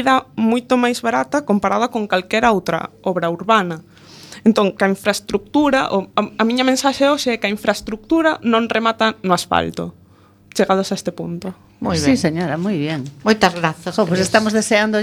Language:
Galician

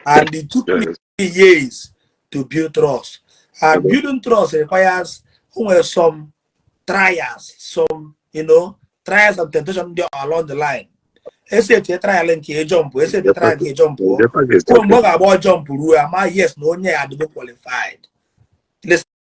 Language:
Igbo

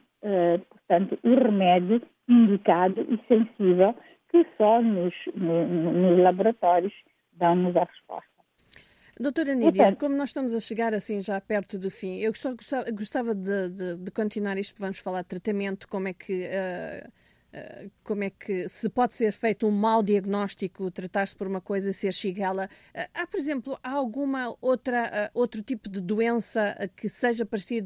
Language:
Portuguese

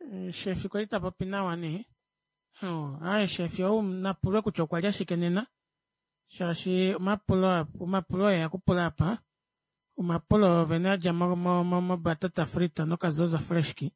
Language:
Kuanyama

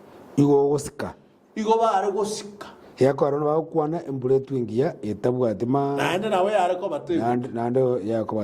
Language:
Gusii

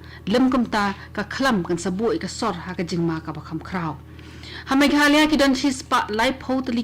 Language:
Khasi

